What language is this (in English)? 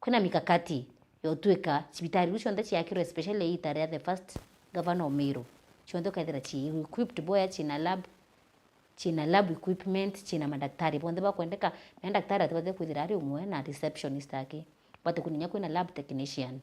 Meru